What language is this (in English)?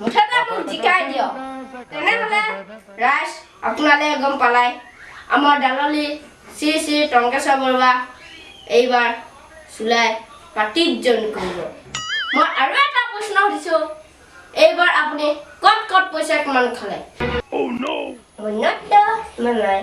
Assamese